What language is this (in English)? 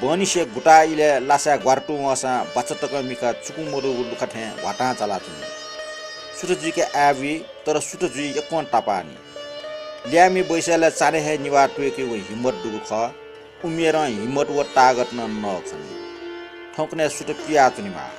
Newari